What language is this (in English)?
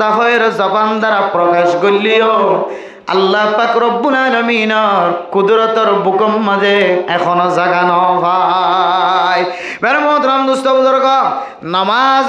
Rohingya